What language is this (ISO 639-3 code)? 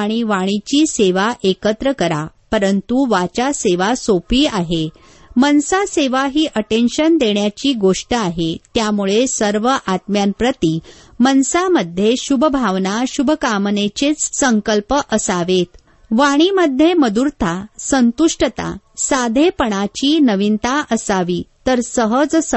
mar